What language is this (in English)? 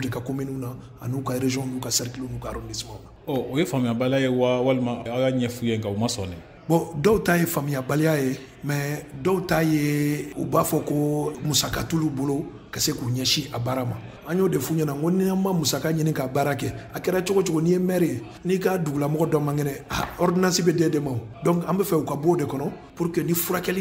Bambara